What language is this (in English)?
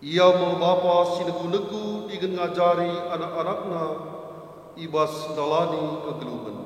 Batak Karo